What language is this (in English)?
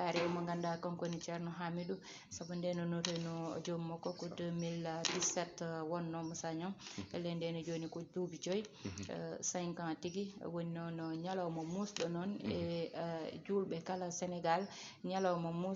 Fula